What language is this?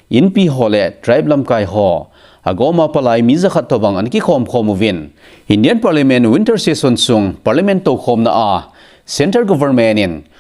Thado Chin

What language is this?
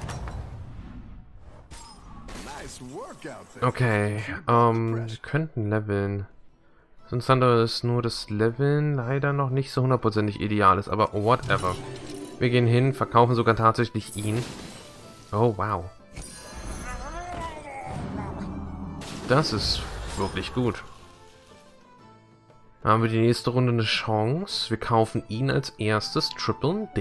German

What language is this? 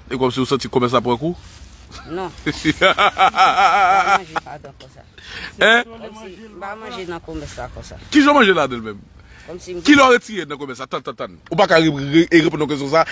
Haitian Creole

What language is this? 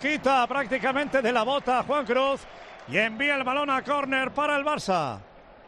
Spanish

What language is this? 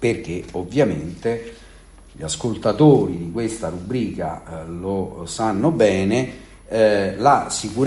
Italian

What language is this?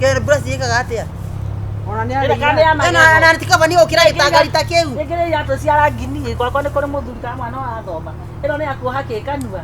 Kikuyu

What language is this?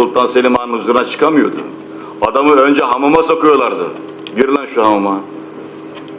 Turkish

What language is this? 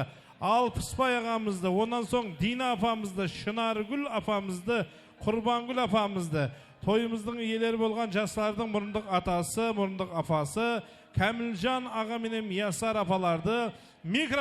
Kara-Kalpak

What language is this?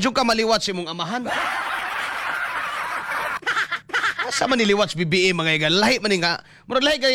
Cebuano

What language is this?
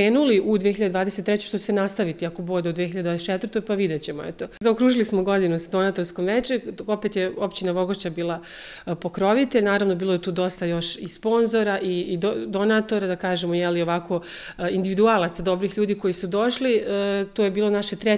Bosnian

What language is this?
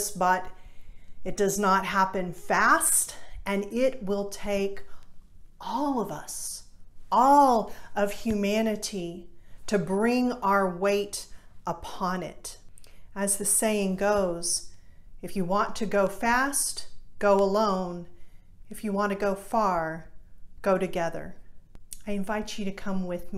English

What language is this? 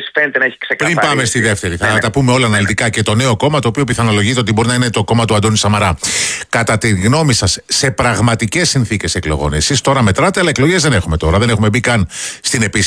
Greek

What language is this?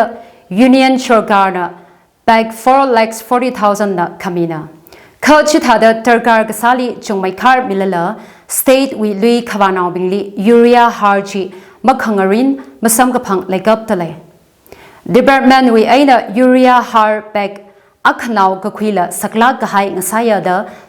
Tangkhul Naga (India)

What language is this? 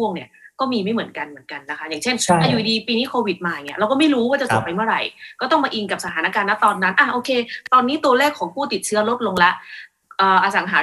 Thai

